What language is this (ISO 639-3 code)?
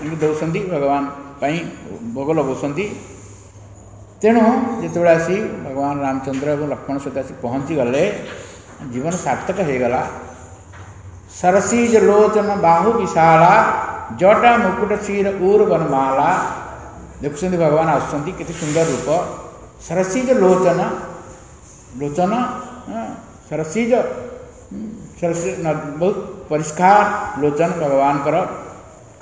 ori